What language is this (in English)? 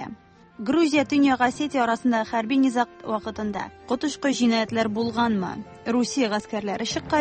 Tatar